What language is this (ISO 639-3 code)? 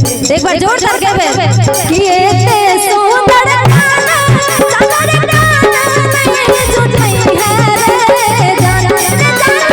mai